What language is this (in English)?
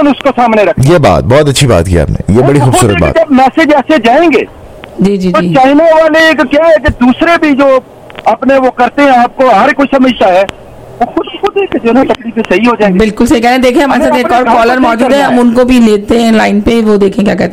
Hindi